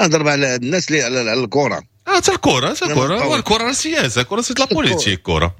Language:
Moroccan Arabic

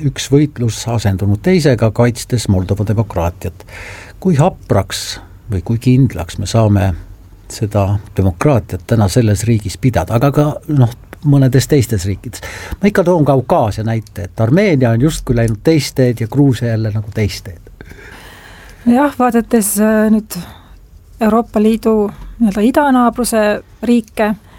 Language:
Estonian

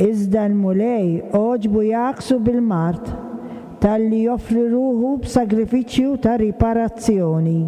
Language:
Maltese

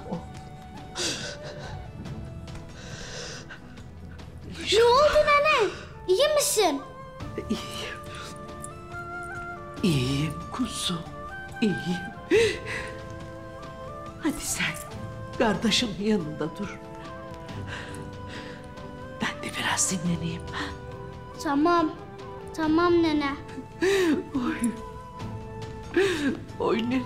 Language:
Turkish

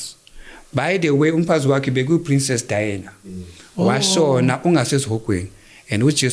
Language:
Zulu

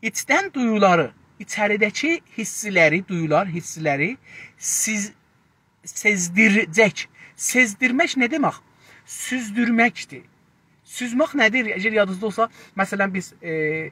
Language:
South Azerbaijani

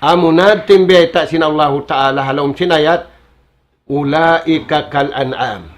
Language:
Tausug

